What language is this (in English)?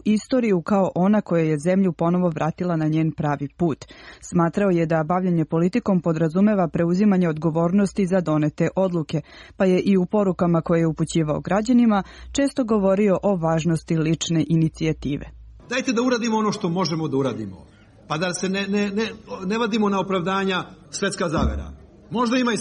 Serbian